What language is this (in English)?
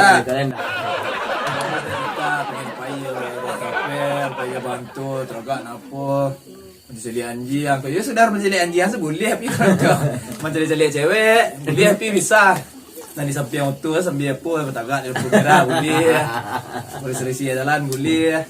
Minangkabau